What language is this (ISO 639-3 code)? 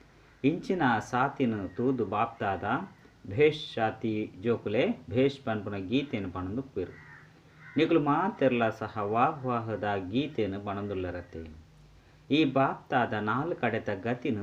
tcy